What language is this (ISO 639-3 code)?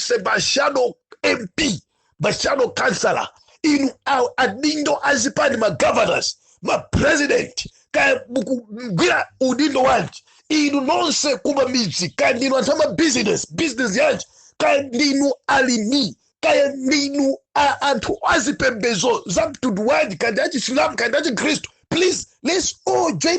nya